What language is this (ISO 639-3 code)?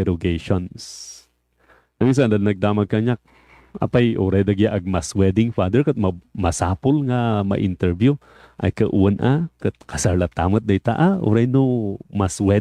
ilo